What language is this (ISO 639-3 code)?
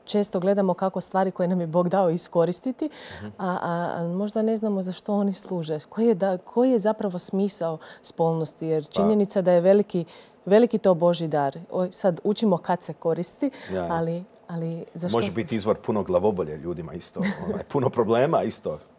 hrv